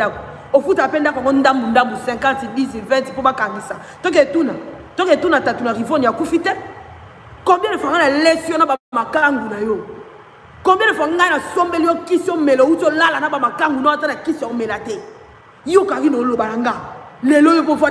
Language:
Lingala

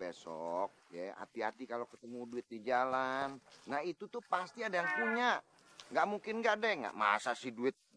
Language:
Betawi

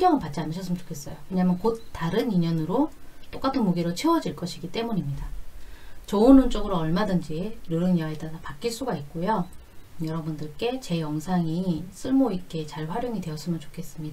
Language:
Korean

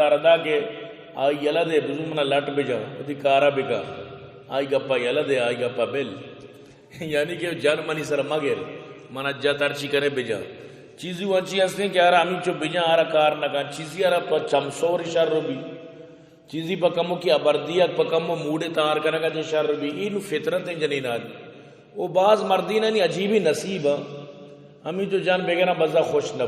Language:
Baluchi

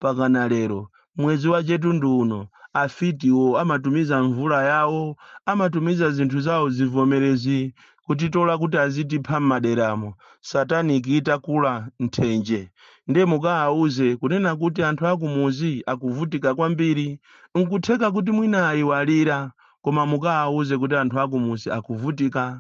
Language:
Nyanja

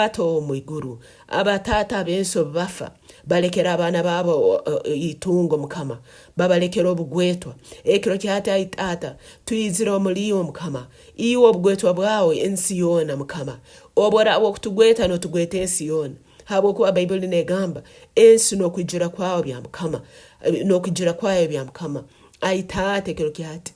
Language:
Nyankole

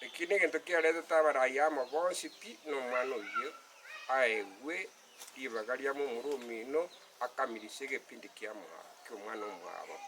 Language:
Gusii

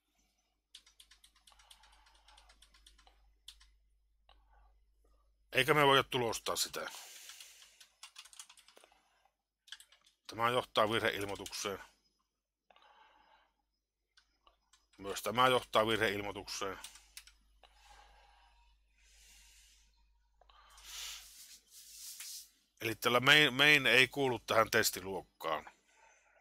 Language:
Finnish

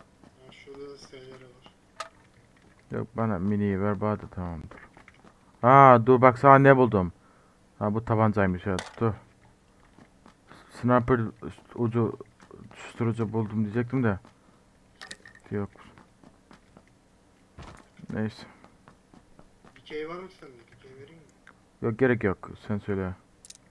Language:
Turkish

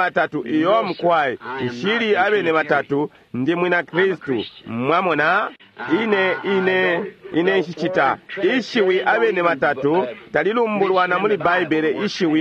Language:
Bemba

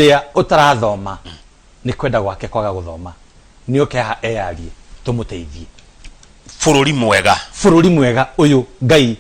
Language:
Kikuyu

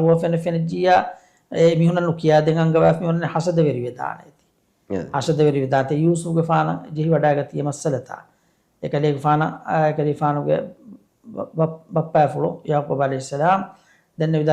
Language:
Divehi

